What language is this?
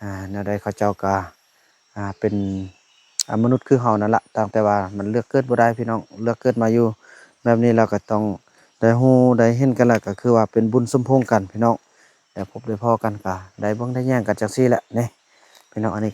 Lao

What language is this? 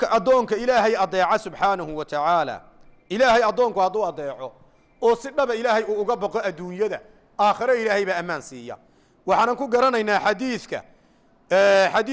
Somali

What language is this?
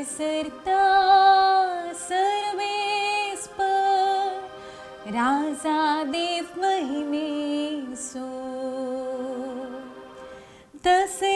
Konkani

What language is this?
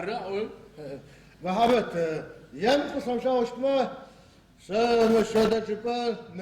Adyghe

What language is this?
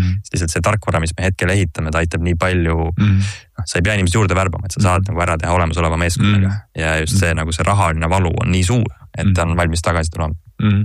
Estonian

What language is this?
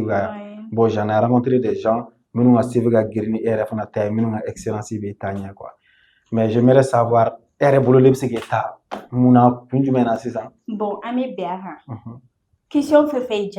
Bambara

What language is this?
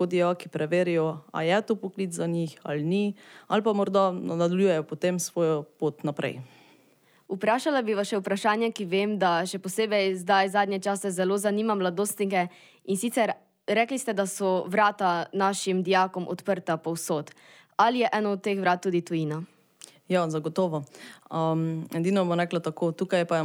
Slovenian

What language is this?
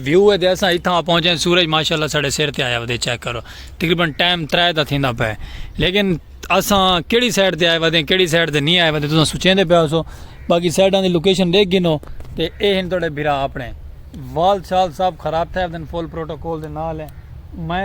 Saraiki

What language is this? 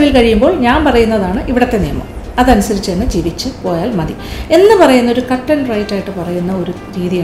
Malayalam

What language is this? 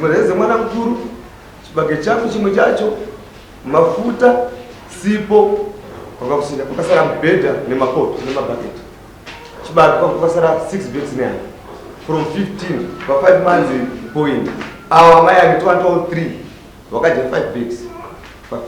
Shona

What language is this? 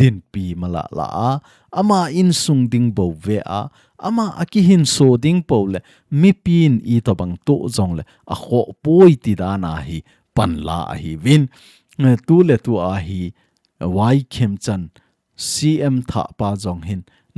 Thado Chin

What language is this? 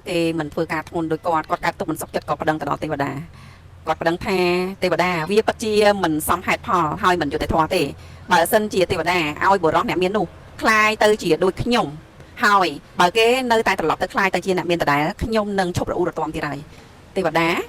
Khmer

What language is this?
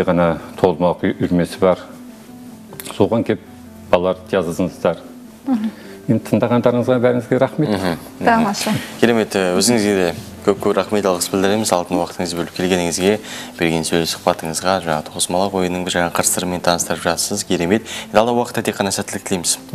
Kazakh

